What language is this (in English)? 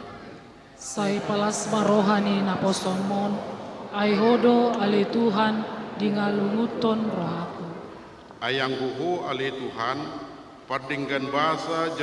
Batak Toba